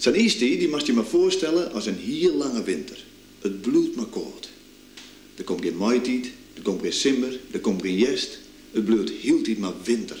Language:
Western Frisian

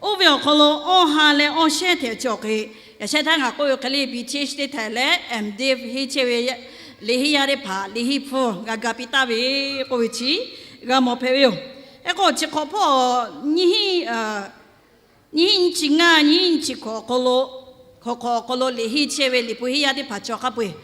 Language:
Lahu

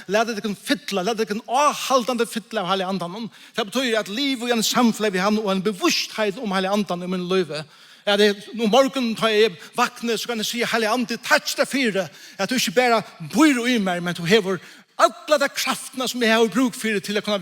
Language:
Faroese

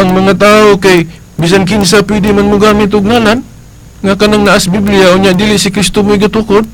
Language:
Cebuano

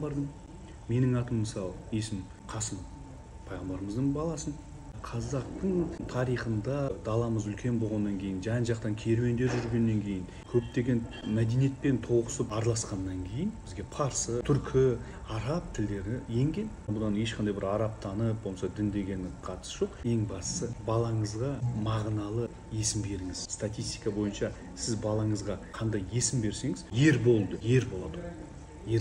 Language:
Kazakh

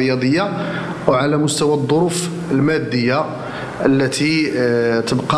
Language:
Moroccan Arabic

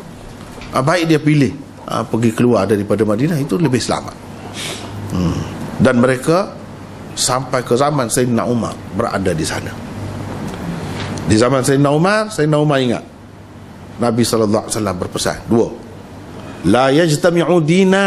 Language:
Malay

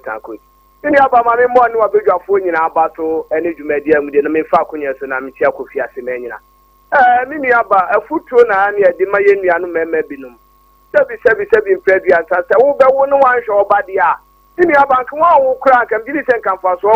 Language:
Akan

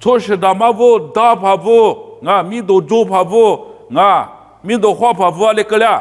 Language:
Lisu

